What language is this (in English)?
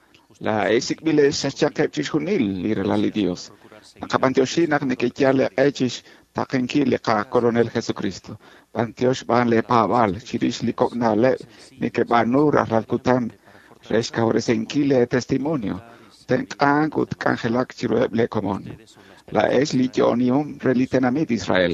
Kekchí